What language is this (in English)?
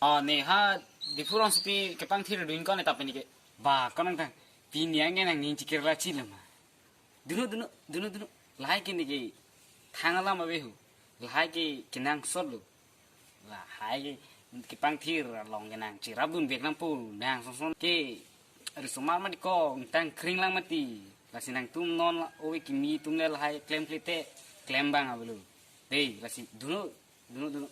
Karbi